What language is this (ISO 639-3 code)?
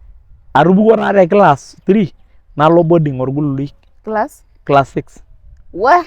mas